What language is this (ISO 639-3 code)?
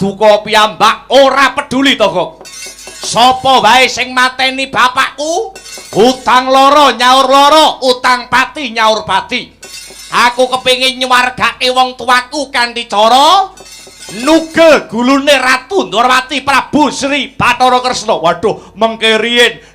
jav